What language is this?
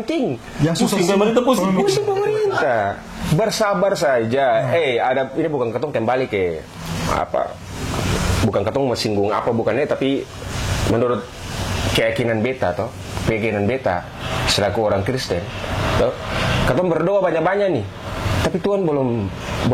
Ambonese Malay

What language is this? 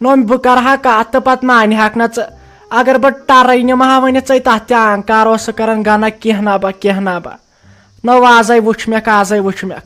Kashmiri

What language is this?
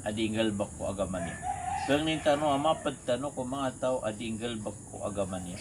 Maranao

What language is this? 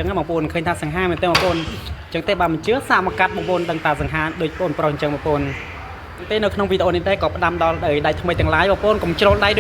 Khmer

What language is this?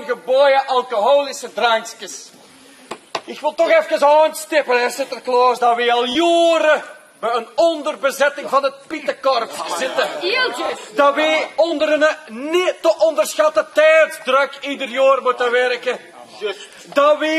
Limburgish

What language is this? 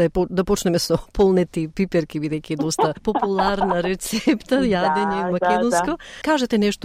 Macedonian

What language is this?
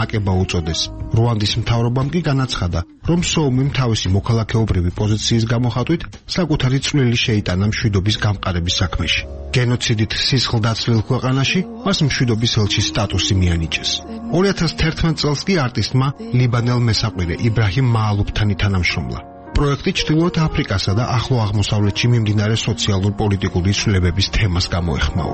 Georgian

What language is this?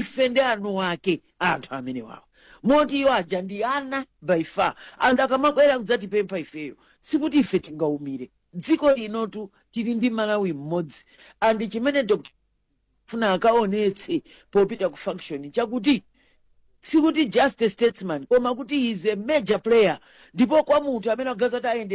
Nyanja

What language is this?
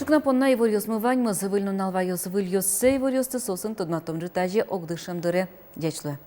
Udmurt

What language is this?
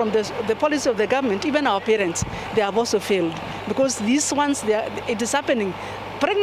Meru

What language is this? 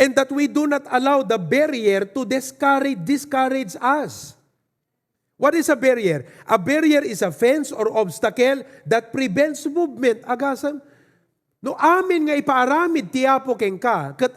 Iloko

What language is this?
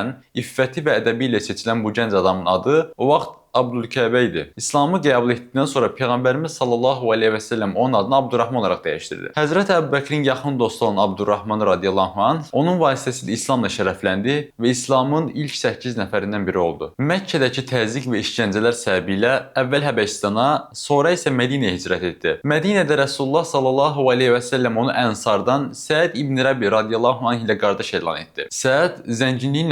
Azerbaijani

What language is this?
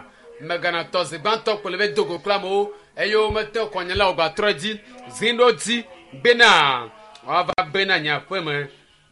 Ewe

